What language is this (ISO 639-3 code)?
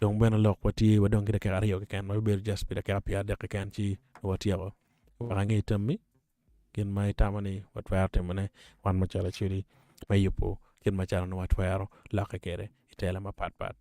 ach